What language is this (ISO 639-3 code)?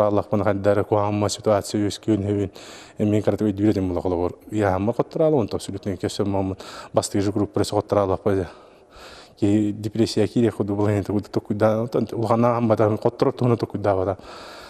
sah